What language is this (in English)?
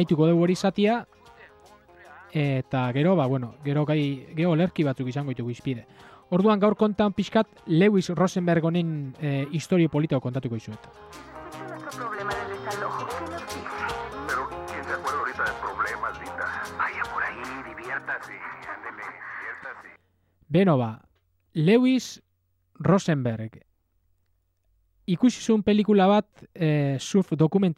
Basque